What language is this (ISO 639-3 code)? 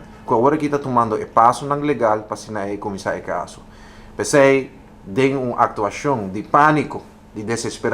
pap